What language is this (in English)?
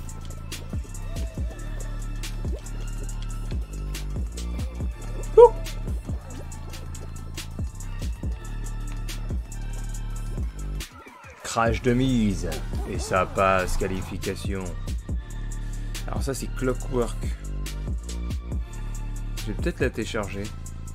French